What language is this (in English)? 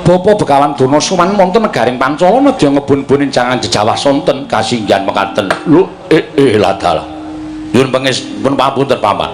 Javanese